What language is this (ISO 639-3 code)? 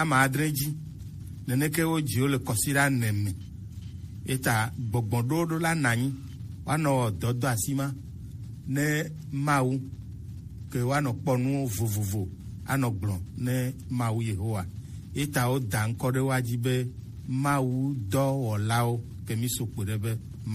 gej